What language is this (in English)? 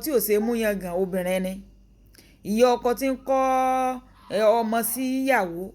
Yoruba